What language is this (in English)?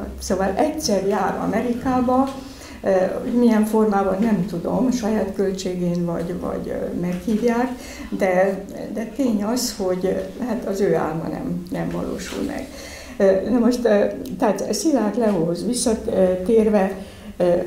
Hungarian